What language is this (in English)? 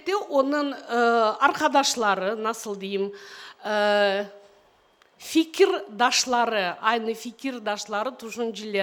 Crimean Tatar